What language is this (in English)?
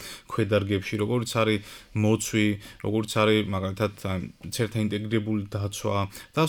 Georgian